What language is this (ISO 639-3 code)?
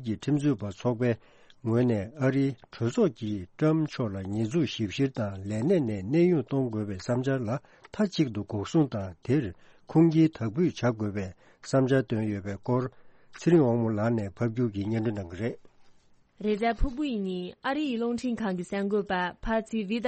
bod